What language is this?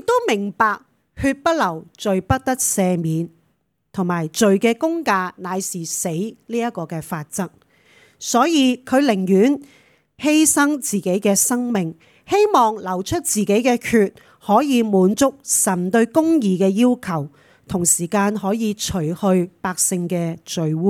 Cantonese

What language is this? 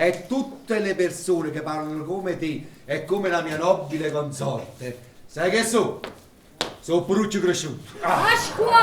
Neapolitan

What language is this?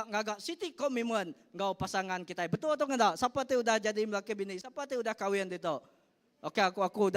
Iban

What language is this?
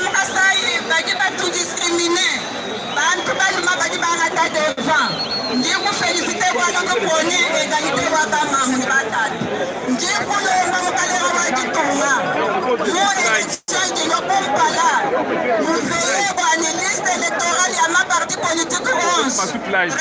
Luba-Lulua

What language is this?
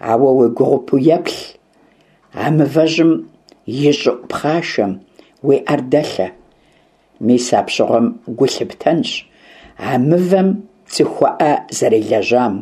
Kabardian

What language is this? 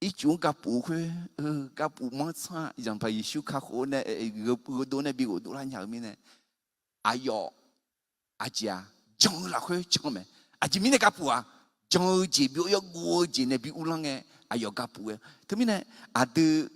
Akha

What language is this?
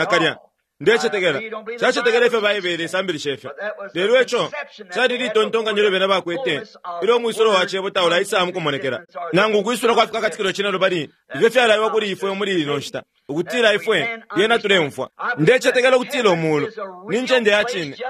Bemba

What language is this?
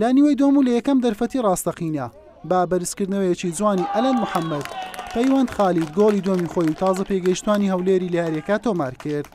Central Kurdish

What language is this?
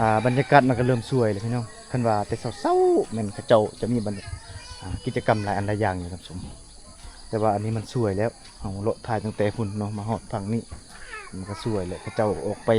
Lao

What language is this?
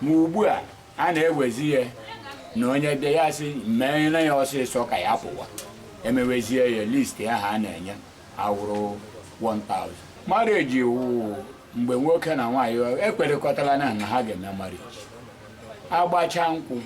Igbo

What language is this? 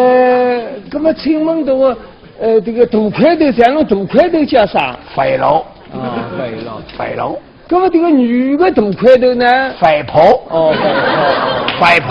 Wu Chinese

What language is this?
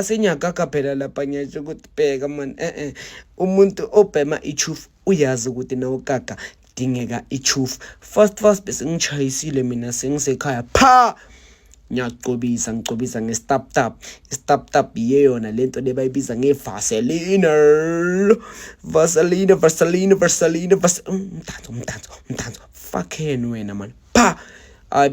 Zulu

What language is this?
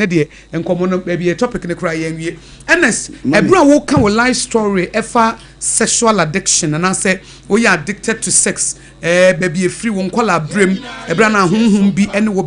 Akan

